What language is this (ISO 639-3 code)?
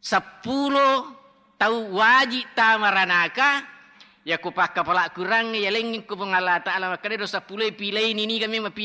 bug